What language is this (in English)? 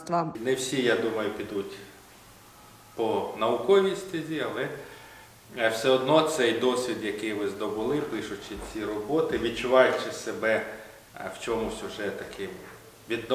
Ukrainian